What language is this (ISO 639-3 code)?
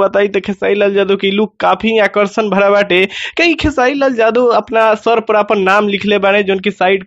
bho